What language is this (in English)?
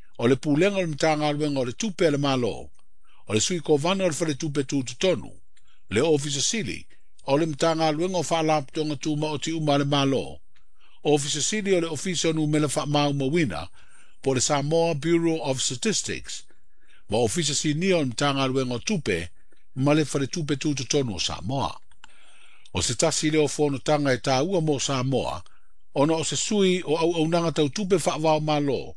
Samoan